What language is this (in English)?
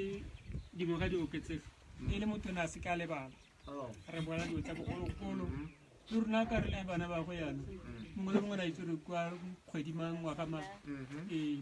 Tswana